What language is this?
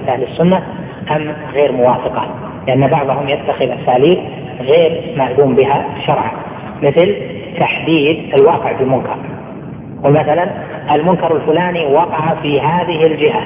Arabic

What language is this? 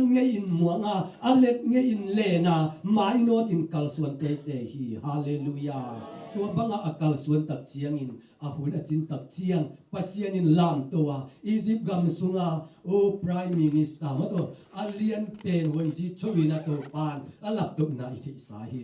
Tedim Chin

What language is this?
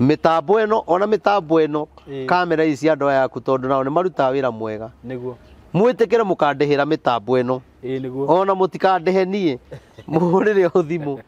Kikuyu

